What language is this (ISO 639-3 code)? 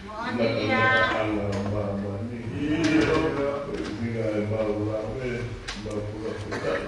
ton